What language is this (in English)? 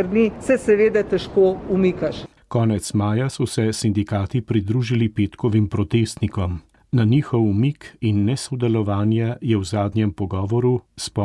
Slovenian